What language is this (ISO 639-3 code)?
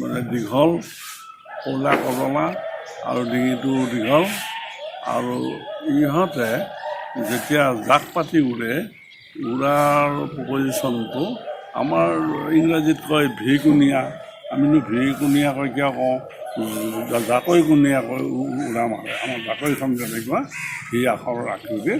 asm